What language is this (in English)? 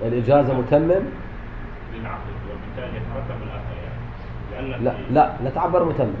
Mesopotamian Arabic